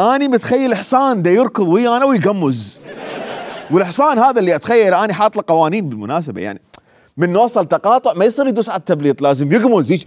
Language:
Mesopotamian Arabic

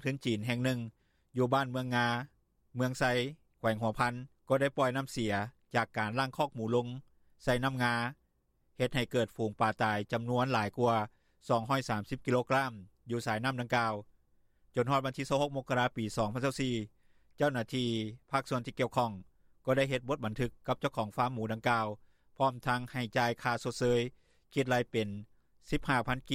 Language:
Lao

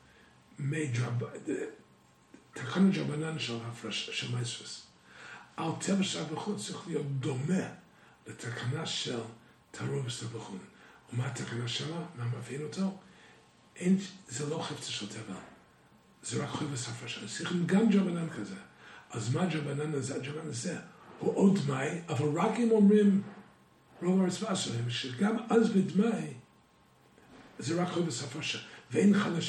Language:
Hebrew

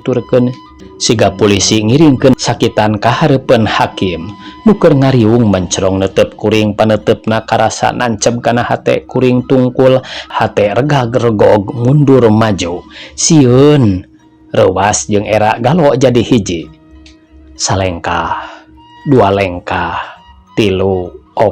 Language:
Sundanese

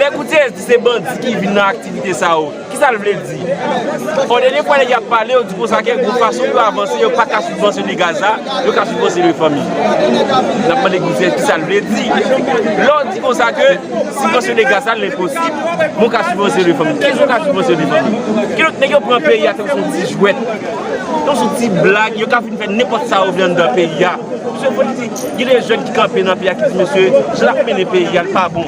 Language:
Haitian Creole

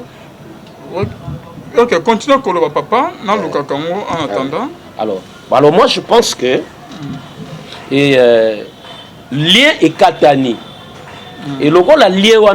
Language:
Lingala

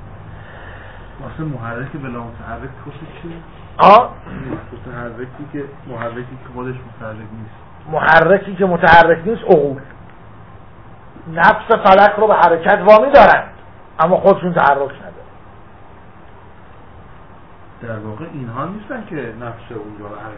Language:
Persian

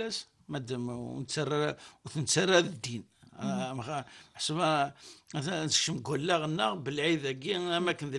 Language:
Kabyle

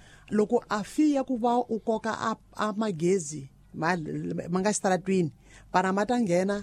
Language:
Tsonga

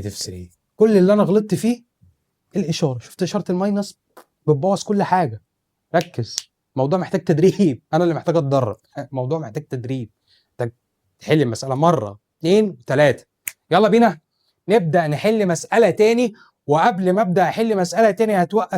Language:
Egyptian Arabic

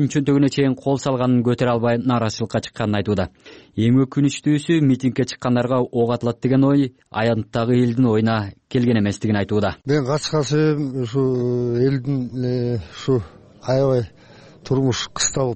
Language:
Kyrgyz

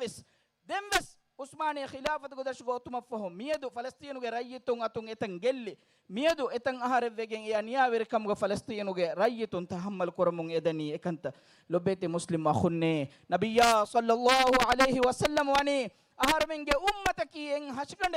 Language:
Divehi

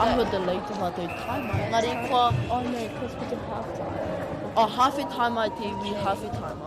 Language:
Māori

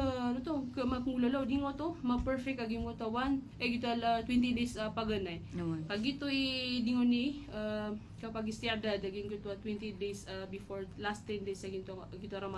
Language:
Maranao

